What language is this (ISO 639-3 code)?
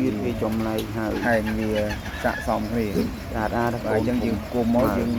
khm